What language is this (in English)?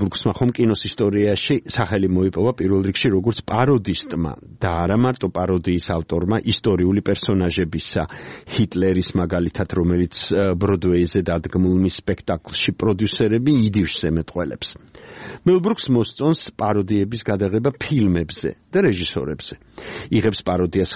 Georgian